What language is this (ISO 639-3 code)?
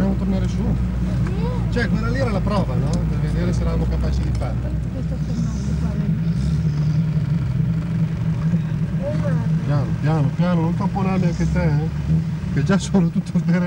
ita